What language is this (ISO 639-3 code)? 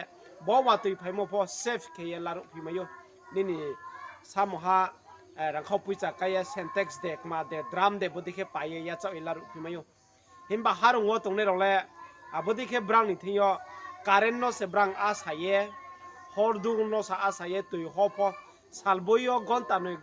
ria